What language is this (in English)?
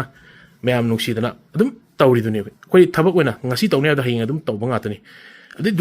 Manipuri